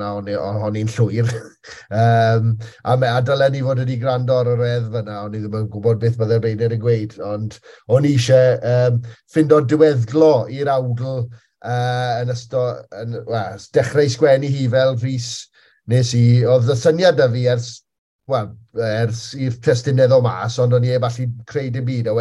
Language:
Welsh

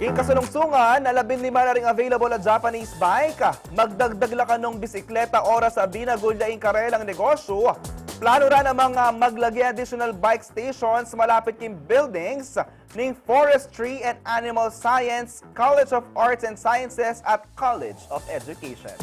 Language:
Pampanga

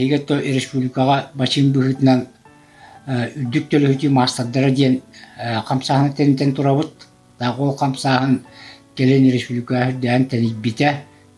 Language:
Yakut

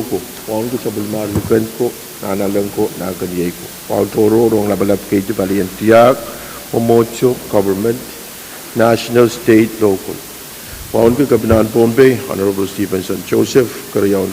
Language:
Pohnpeian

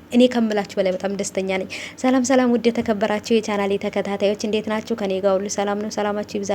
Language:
Amharic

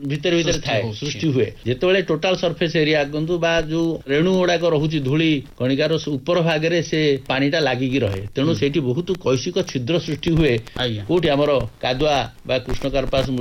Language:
Odia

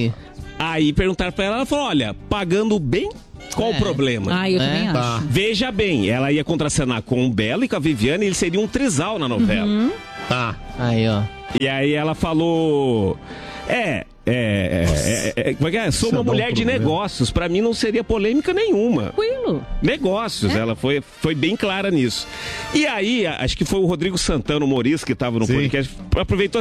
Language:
Portuguese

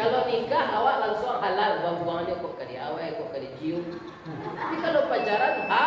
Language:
Minangkabau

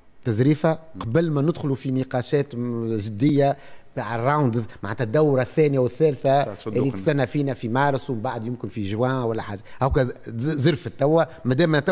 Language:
Tunisian Arabic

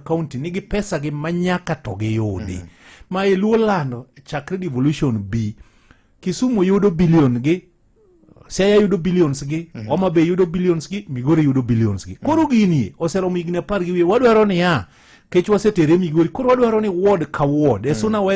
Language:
Luo (Kenya and Tanzania)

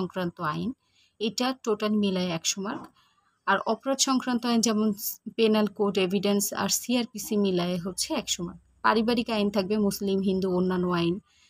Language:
Bangla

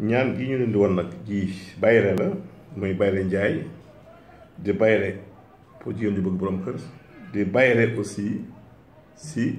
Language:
Wolof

